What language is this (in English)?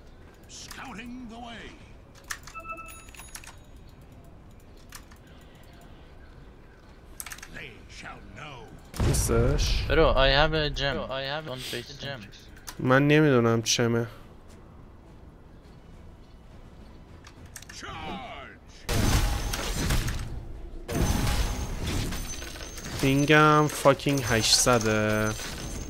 Persian